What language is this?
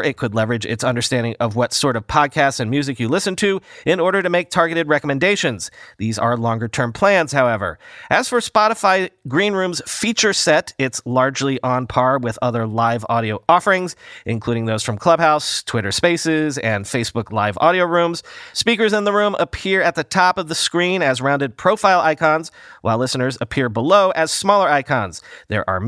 English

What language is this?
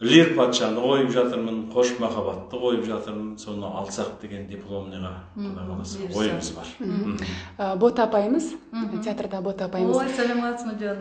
Kazakh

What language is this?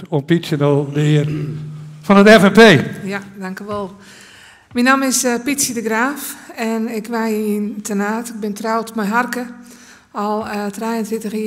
Western Frisian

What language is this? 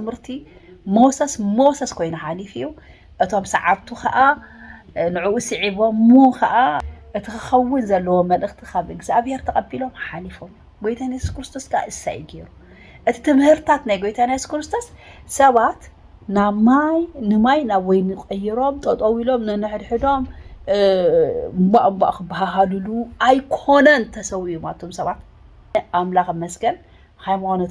Tigrinya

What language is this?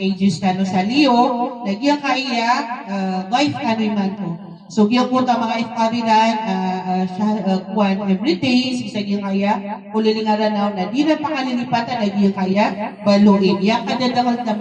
Maranao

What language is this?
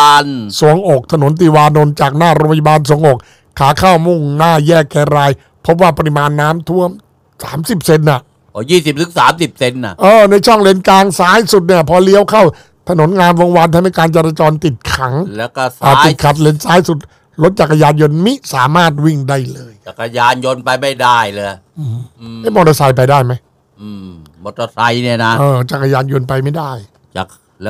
Thai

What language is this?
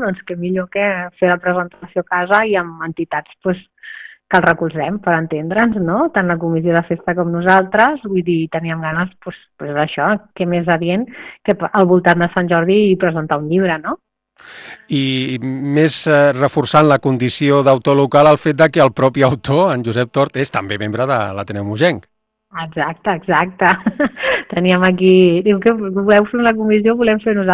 Catalan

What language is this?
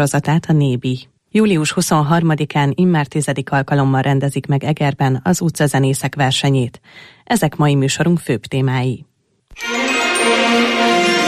Hungarian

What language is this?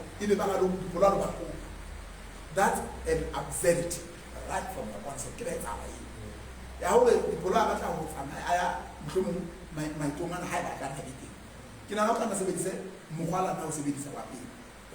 Southern Sotho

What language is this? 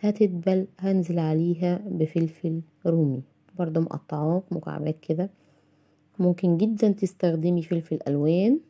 Egyptian Arabic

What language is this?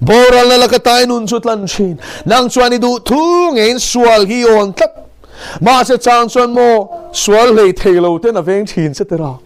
Mizo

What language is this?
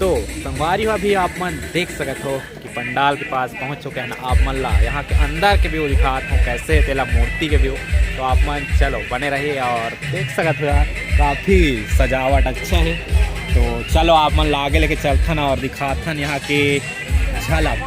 Chhattisgarhi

